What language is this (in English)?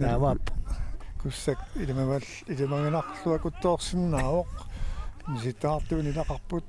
Kalaallisut